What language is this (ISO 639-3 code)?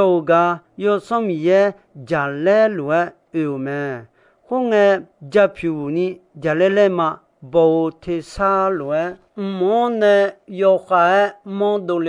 ahk